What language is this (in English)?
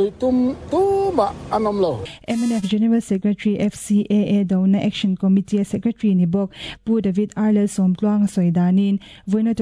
Mizo